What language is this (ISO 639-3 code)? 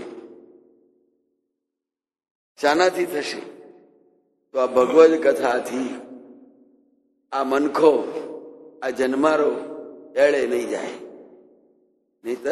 guj